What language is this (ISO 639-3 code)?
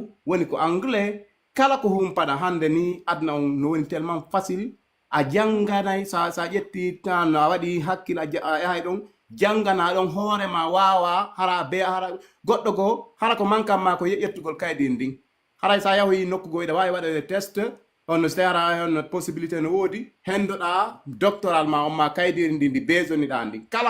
ful